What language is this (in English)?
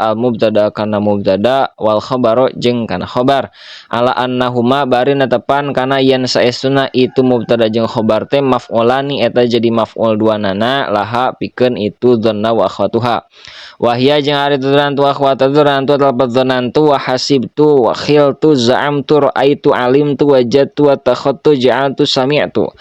Sundanese